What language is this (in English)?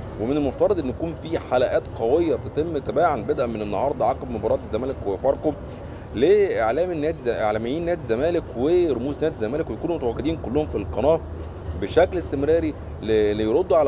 Egyptian Arabic